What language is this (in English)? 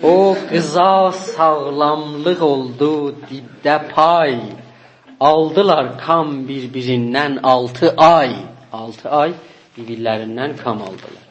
South Azerbaijani